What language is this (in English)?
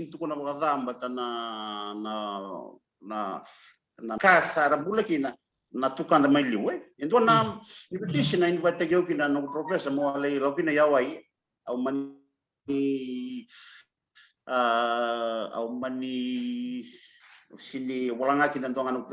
Fijian